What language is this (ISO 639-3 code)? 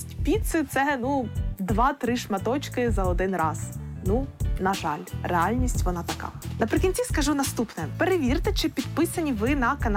ukr